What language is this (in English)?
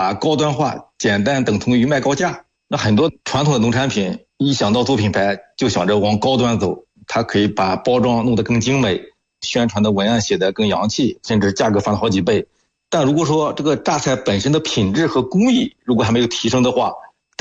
Chinese